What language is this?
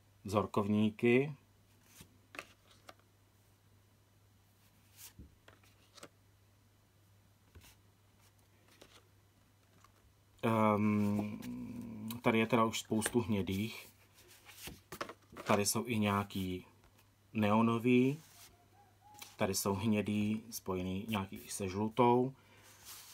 Czech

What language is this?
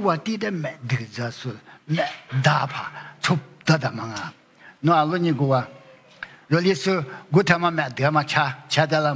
Lisu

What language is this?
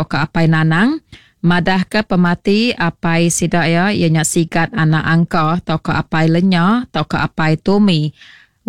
Iban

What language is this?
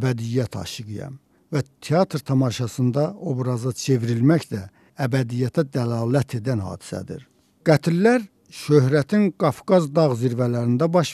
Azerbaijani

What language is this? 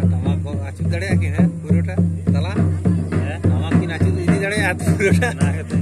Santali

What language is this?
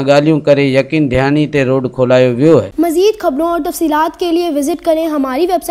Sindhi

